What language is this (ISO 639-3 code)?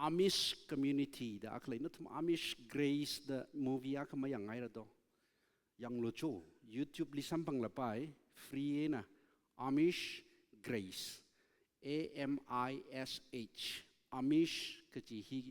nmf